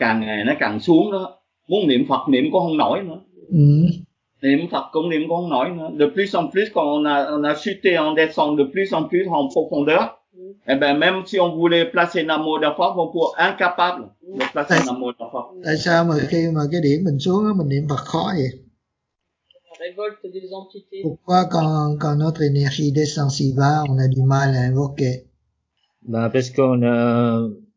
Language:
Vietnamese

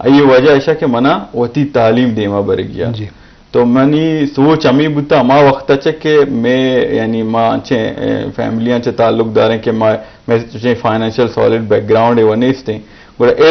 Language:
Eastern Balochi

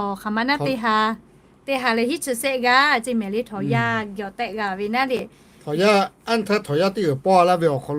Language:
Lahu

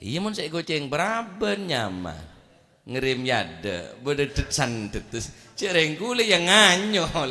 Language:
Madurese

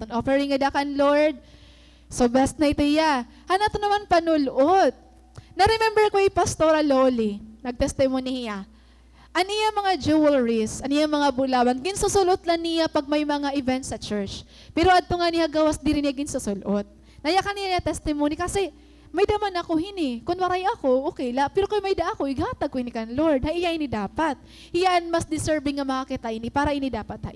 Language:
Waray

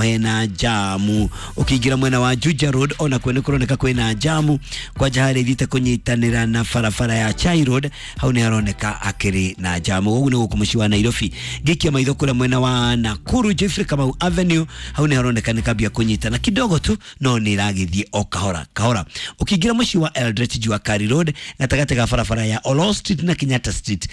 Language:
Kikuyu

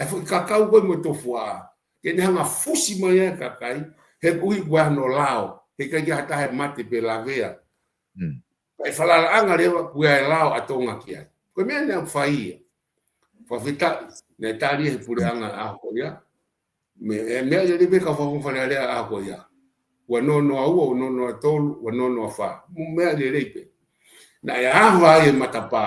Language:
Tongan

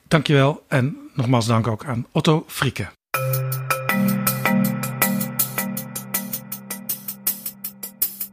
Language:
Dutch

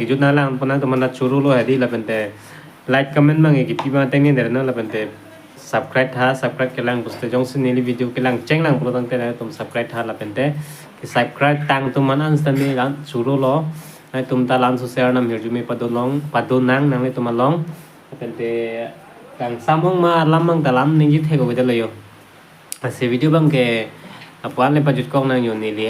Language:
Karbi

